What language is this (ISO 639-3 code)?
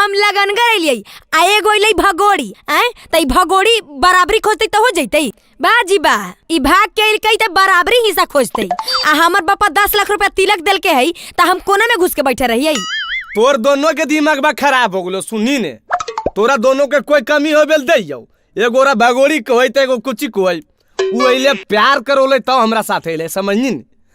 mag